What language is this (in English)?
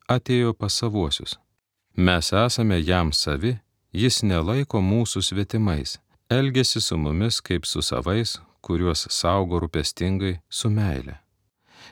Lithuanian